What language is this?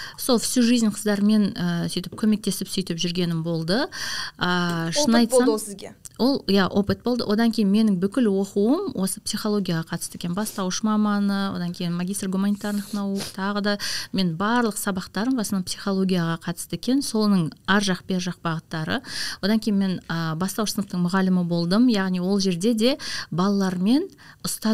Kazakh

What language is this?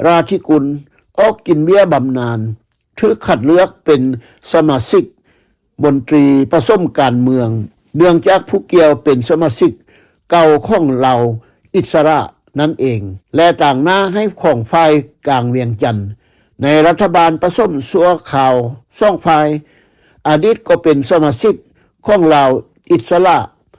Lao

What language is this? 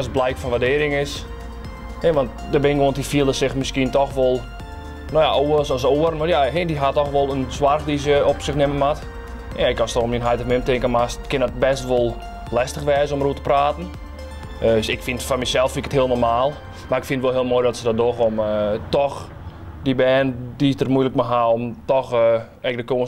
Western Frisian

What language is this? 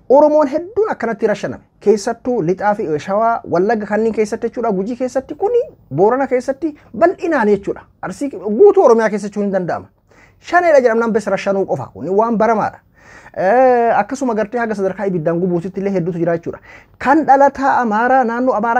Oromo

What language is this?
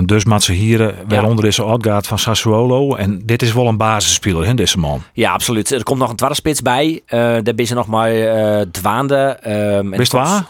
Western Frisian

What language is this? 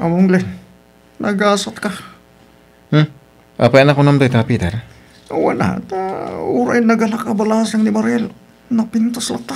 Iloko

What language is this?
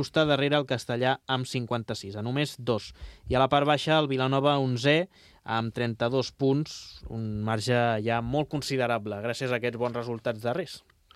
Catalan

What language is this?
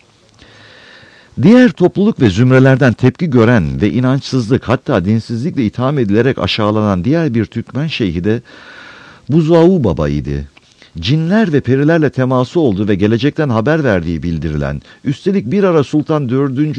Turkish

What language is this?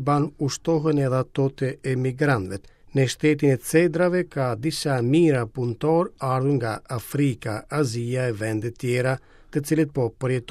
Albanian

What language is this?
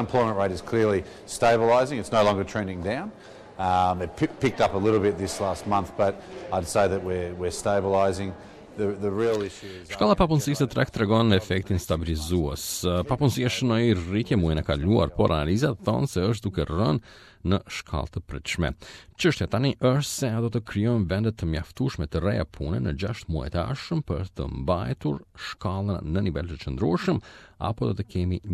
Albanian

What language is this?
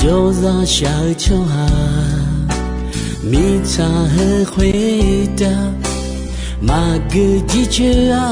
Akha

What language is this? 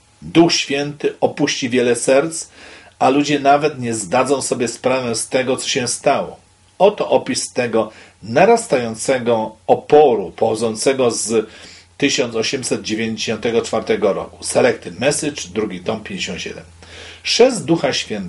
Polish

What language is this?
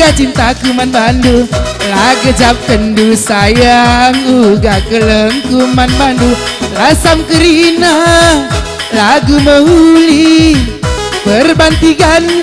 Batak Karo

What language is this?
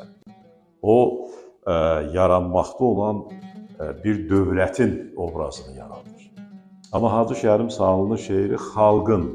Azerbaijani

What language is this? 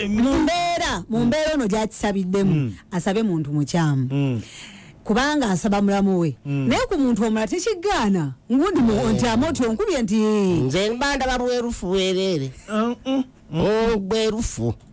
Ganda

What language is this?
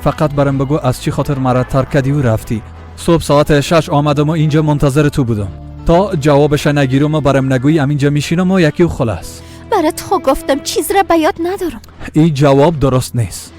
Persian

